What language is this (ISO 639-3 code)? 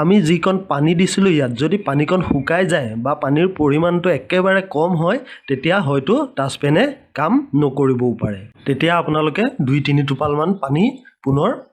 asm